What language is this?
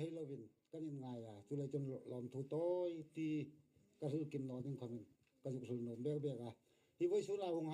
Hmar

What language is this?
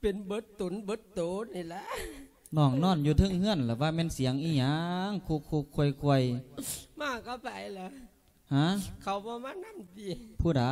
Lao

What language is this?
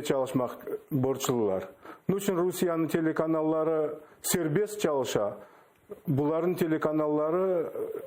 Crimean Tatar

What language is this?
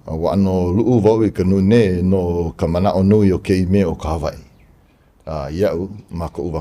Hawaiian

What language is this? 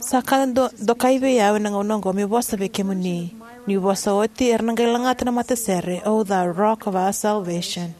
Fijian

